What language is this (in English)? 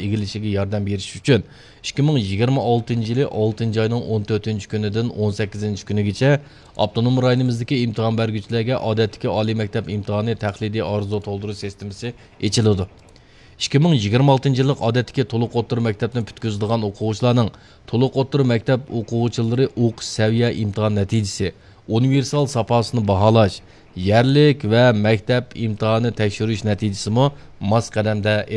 Uyghur